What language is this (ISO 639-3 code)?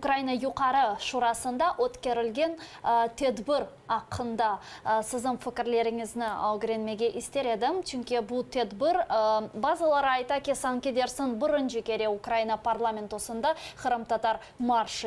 crh